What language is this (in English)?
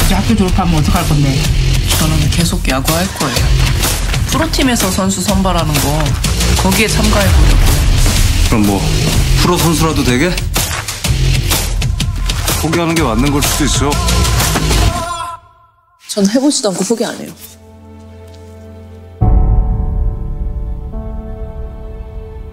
Korean